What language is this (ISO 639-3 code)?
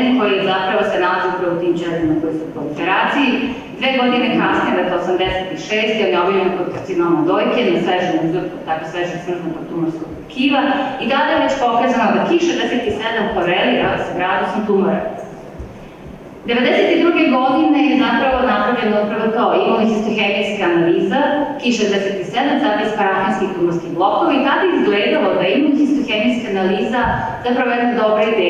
srp